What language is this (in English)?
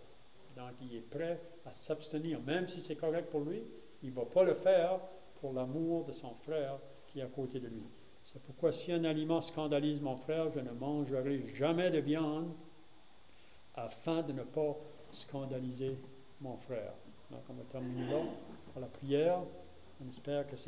French